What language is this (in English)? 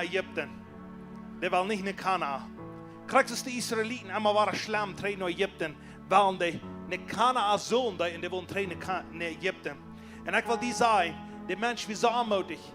Plautdietsch